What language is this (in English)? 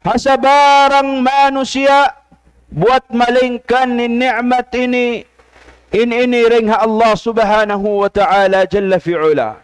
Tausug